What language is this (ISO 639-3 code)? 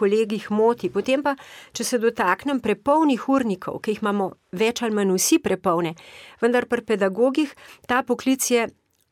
slv